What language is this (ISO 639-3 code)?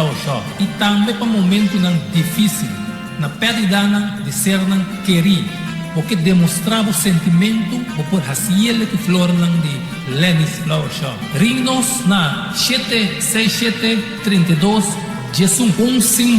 pap